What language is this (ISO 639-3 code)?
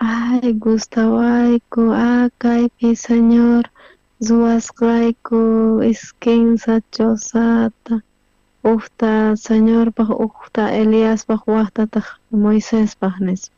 quh